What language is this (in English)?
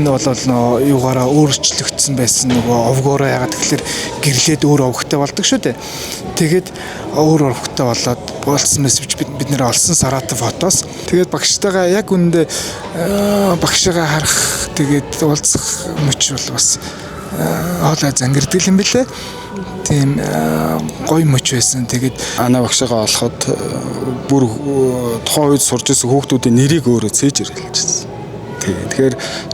Mongolian